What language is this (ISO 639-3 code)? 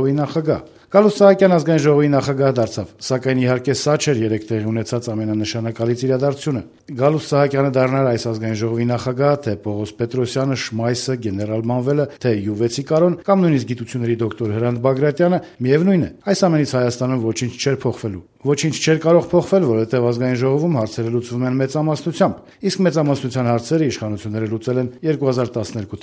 hye